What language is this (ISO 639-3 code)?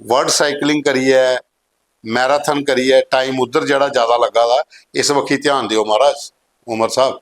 doi